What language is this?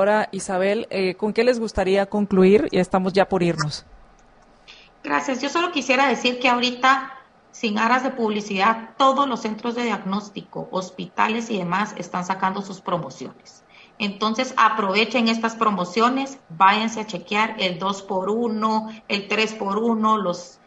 Spanish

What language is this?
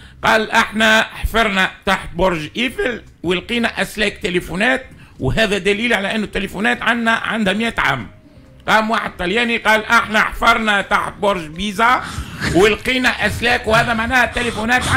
Tunisian Arabic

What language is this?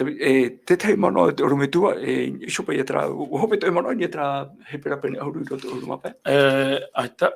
Tahitian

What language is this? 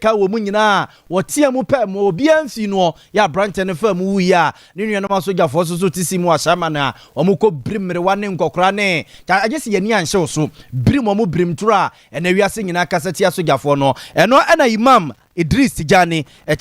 Akan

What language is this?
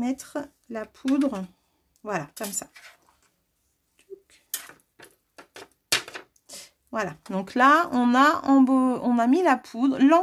French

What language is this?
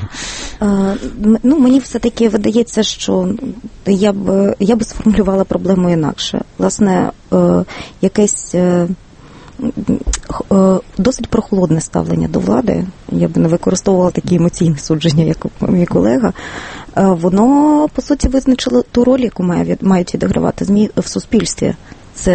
Ukrainian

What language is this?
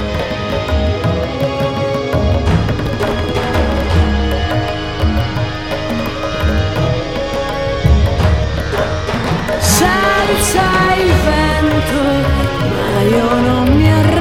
Italian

